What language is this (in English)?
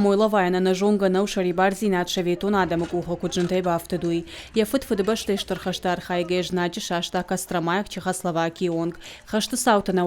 Ossetic